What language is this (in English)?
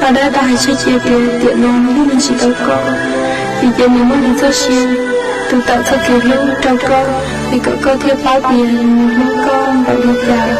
Hmong